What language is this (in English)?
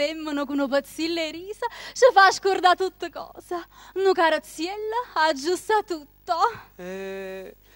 Neapolitan